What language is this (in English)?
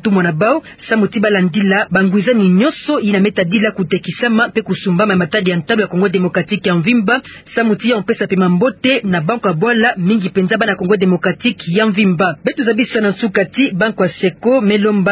Kituba (Democratic Republic of Congo)